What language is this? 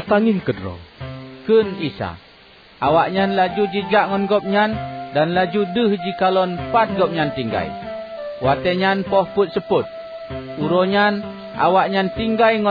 Achinese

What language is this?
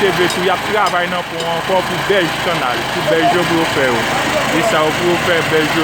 Haitian Creole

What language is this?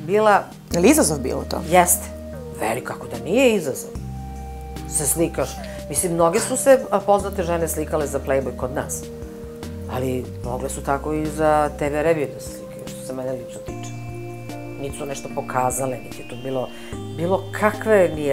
Serbian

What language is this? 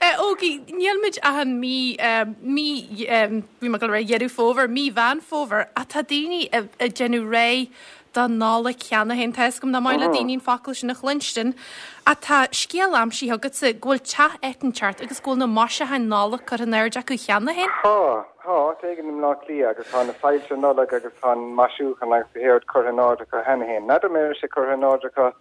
Irish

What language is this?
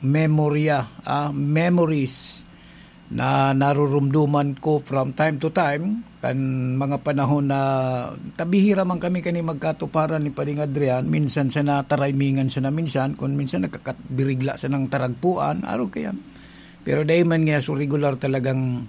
Bikol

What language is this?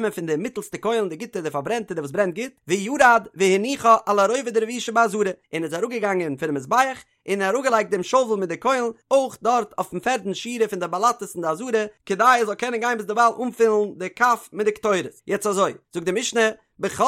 Yiddish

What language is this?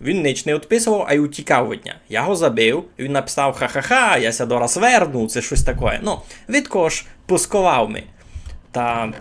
Rusyn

